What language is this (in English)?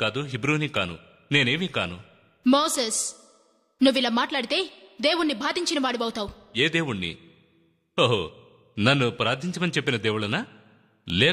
Telugu